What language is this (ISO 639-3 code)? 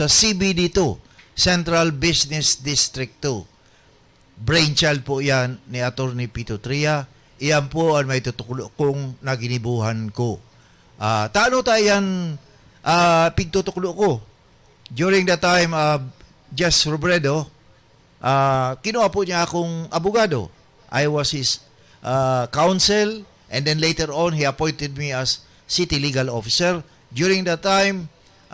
bik